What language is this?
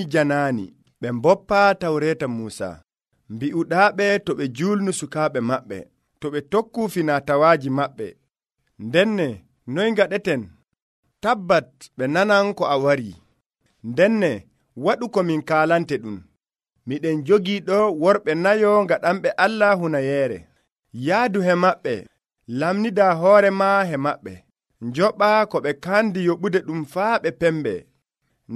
Nigerian Fulfulde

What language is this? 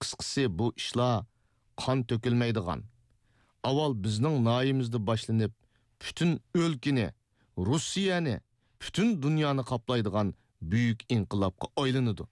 Uyghur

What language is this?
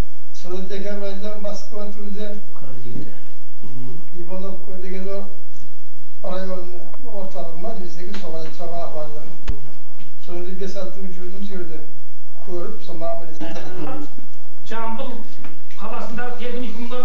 Kazakh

